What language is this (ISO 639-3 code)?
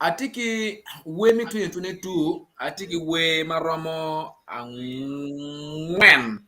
ach